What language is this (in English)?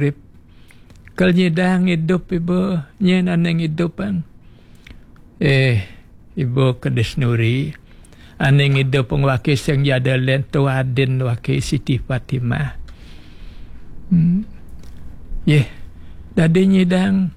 Balinese